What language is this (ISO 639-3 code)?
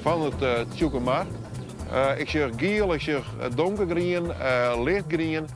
fry